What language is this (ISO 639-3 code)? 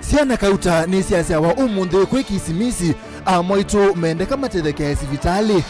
kam